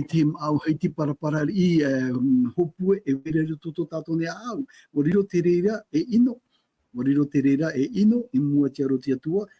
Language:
Tahitian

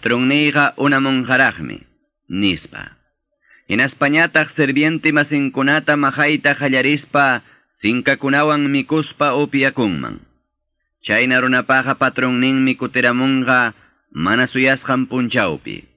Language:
Quechua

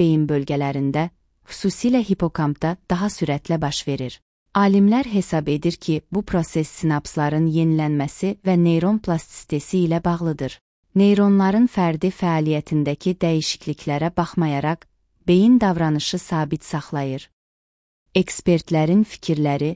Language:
Azerbaijani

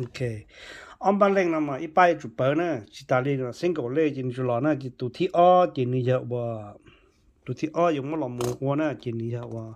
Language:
Hmong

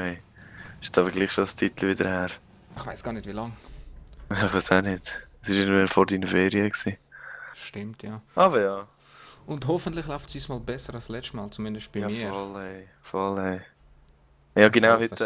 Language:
Swiss German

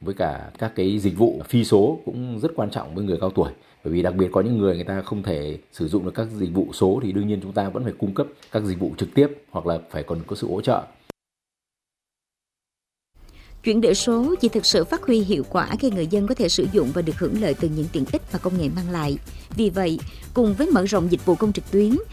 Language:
Vietnamese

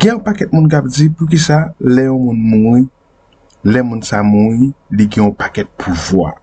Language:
Haitian Creole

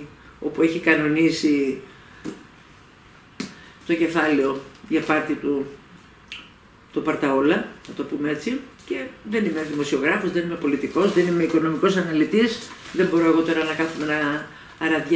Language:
Greek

